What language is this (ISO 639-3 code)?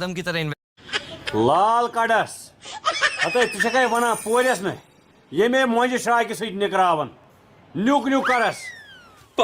kas